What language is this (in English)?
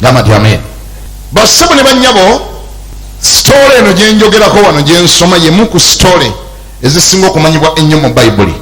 Ganda